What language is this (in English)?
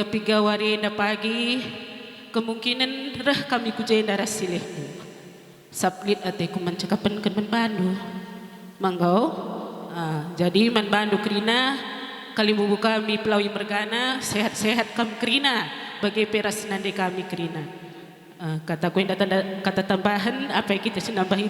Batak Karo